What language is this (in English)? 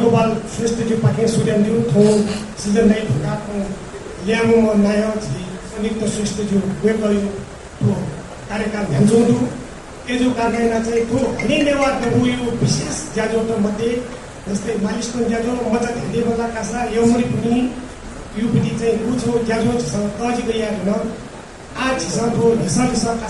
Newari